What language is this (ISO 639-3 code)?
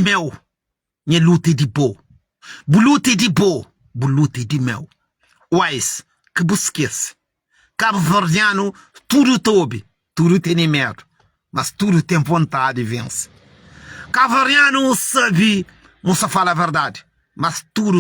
kea